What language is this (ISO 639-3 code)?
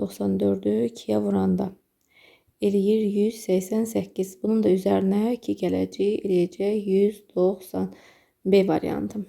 aze